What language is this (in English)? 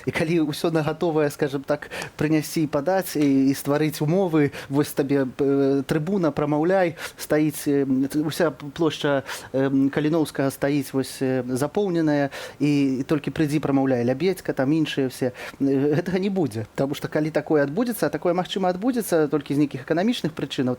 Belarusian